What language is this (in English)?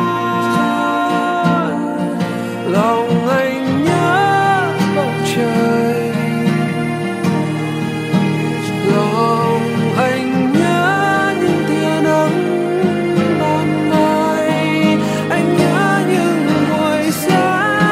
Vietnamese